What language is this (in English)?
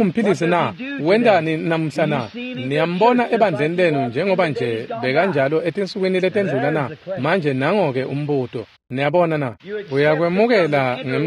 Swati